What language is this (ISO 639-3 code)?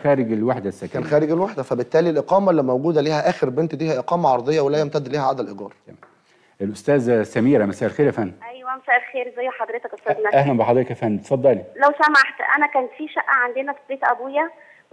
arz